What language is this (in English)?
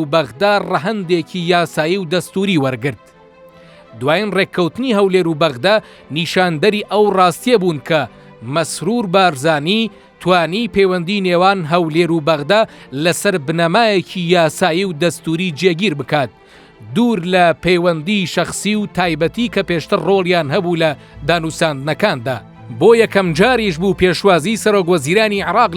Central Kurdish